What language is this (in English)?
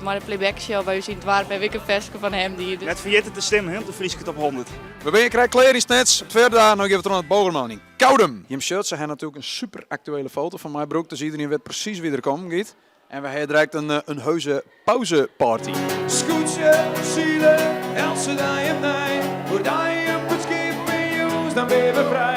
Western Frisian